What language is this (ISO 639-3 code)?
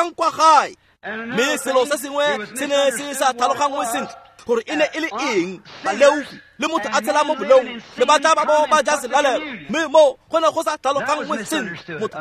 tsn